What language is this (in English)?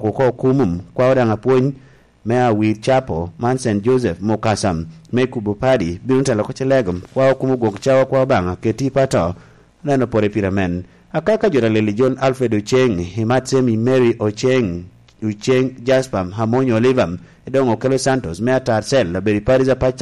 Lango (Uganda)